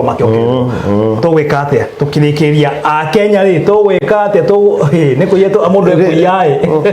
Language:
Kikuyu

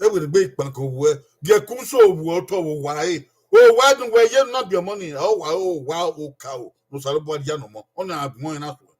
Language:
Bini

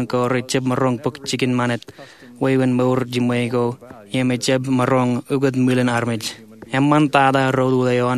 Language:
Marshallese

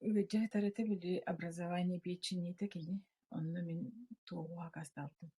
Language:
Yakut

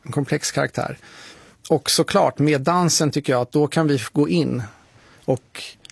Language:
Swedish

